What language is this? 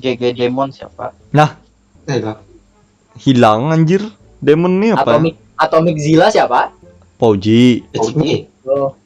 Banjar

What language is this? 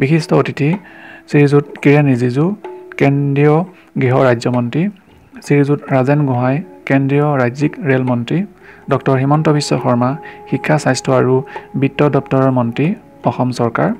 Assamese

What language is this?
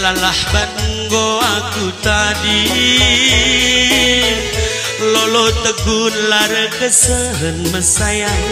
Batak Karo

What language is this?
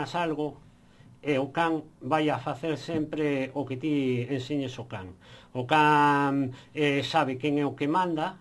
Galician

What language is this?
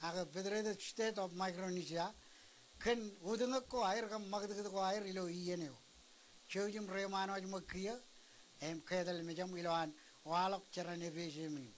Marshallese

